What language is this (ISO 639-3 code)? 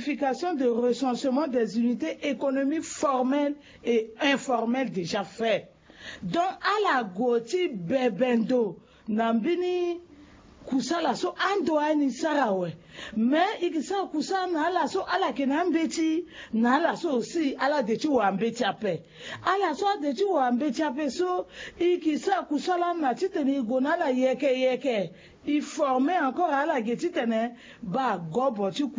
sag